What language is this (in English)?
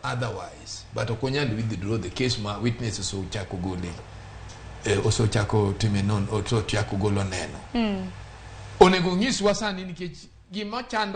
Luo (Kenya and Tanzania)